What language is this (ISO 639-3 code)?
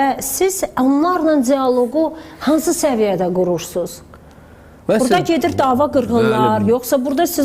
aze